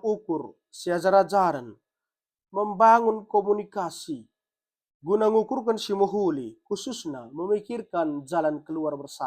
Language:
Batak Karo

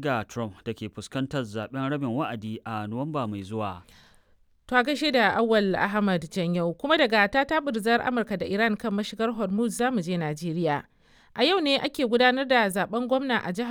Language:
Hausa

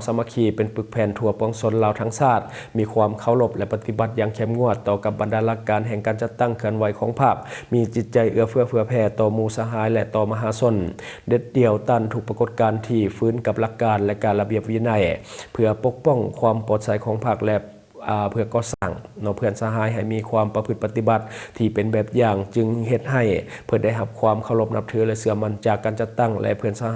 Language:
Lao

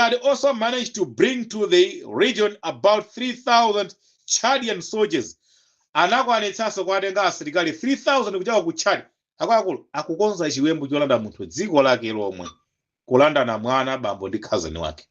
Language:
Nyanja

